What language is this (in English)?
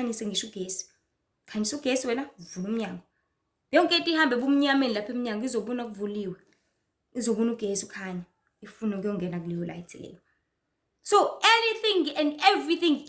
Zulu